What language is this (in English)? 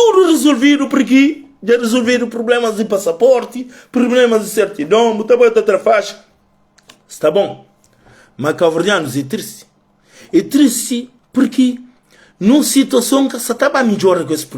Kabuverdianu